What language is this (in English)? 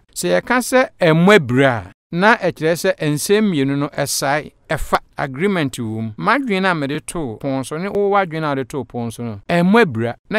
Akan